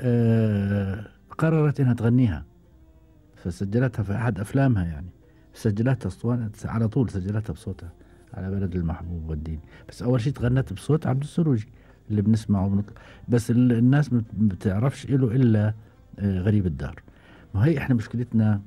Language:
Gulf Arabic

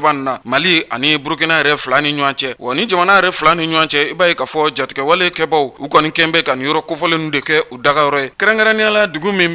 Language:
Bambara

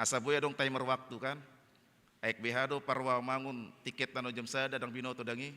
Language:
Batak Toba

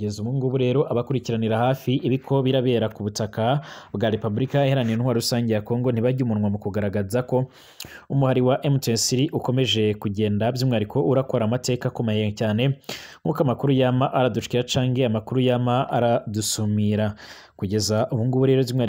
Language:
Rundi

